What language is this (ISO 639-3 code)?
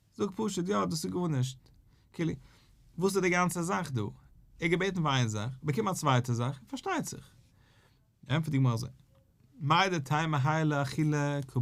yid